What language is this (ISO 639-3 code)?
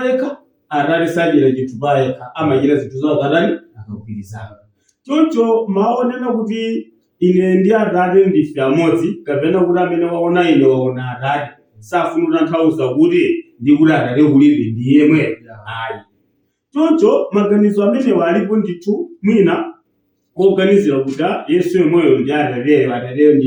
nya